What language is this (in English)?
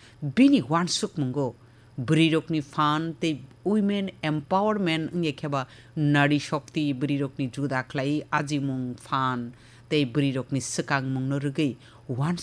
Kok Borok